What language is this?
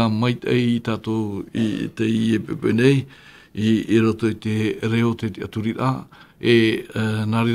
Tahitian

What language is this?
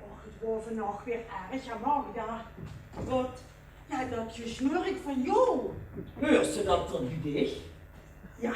Limburgish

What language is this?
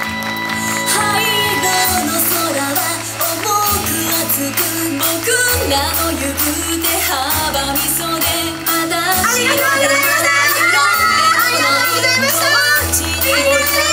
Japanese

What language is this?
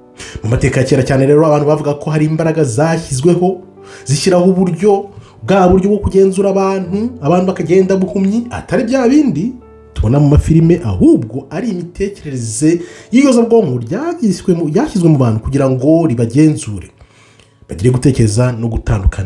Kinyarwanda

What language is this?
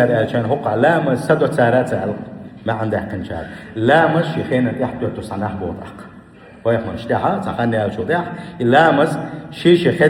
Chechen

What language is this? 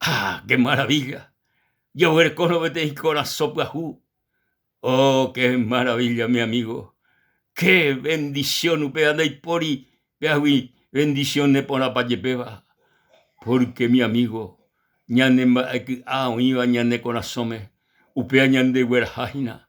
Guarani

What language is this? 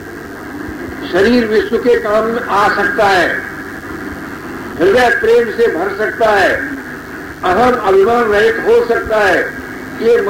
Hindi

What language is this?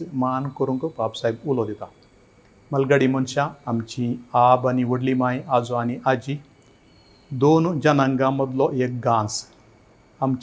Konkani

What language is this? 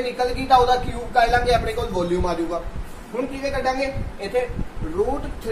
Punjabi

